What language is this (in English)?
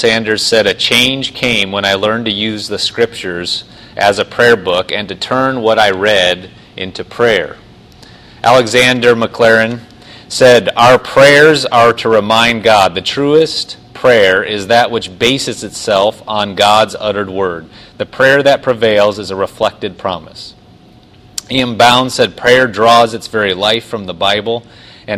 English